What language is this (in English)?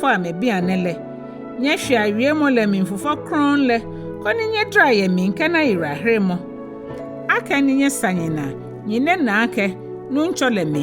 Ga